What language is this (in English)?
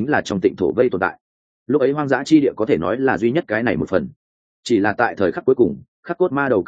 Vietnamese